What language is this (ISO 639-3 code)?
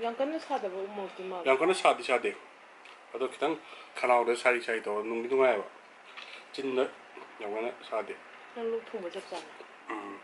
mni